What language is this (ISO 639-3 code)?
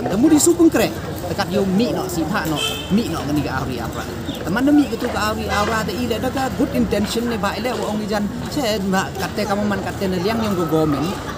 pbv